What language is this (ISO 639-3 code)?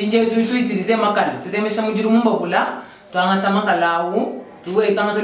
lua